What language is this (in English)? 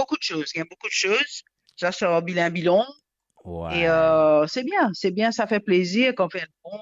Morisyen